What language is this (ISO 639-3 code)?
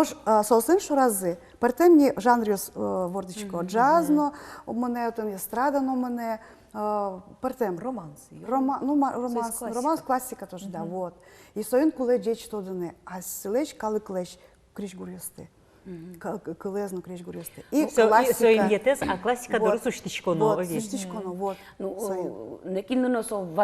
udm